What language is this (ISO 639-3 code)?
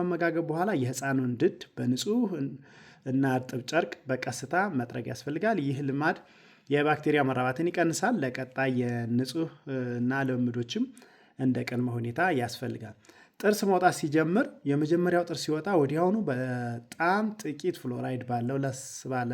amh